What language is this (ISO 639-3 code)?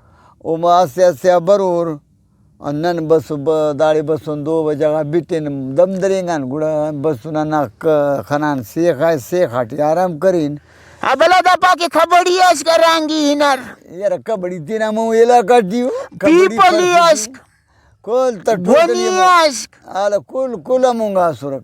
brh